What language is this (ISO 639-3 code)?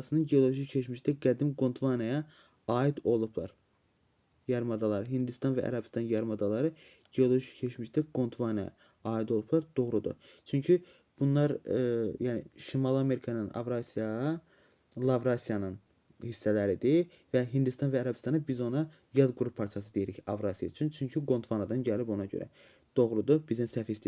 aze